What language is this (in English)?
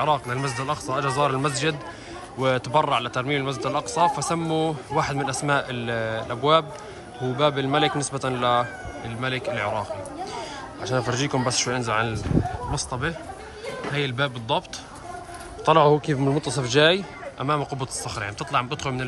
South Levantine Arabic